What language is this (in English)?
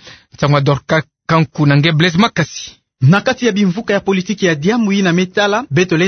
Kituba (Democratic Republic of Congo)